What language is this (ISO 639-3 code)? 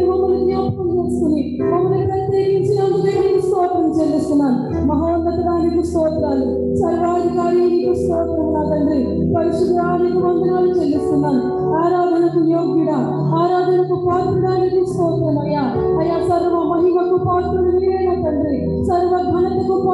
tel